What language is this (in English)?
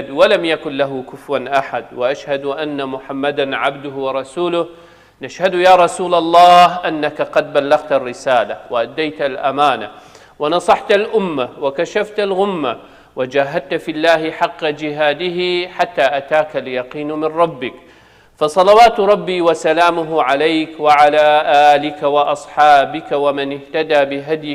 Kurdish